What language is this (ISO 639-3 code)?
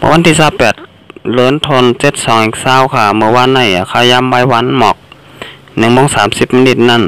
shn